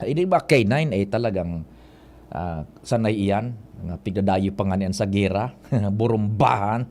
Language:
Bikol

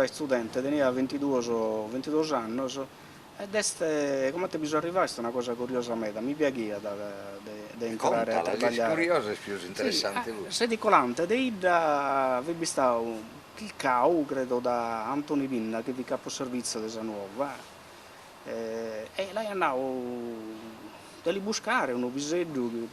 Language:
Sardinian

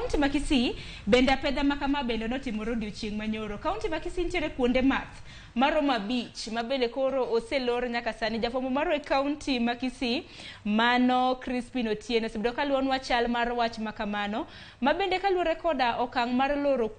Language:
Luo (Kenya and Tanzania)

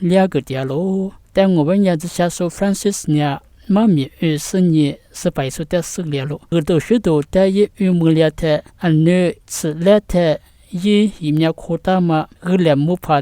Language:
Lisu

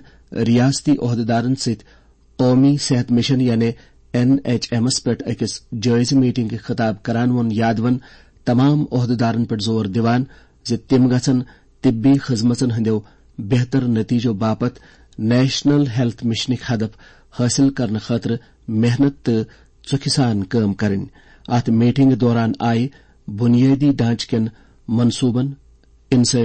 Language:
Kashmiri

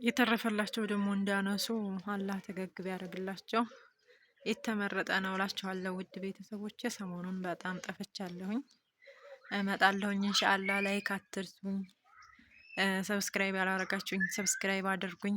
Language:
Amharic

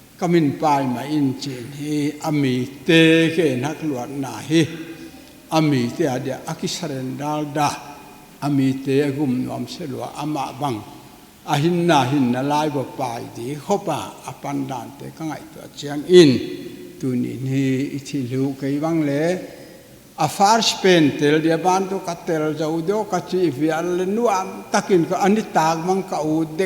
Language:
Paite Chin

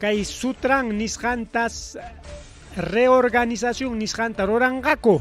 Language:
Ayacucho Quechua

